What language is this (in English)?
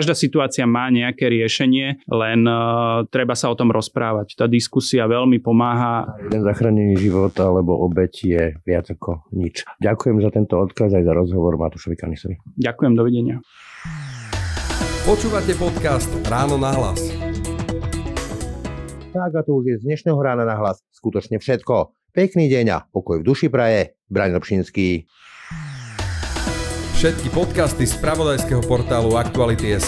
Slovak